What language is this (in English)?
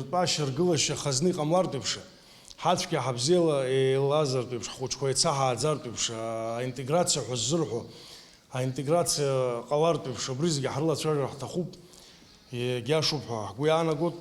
Abkhazian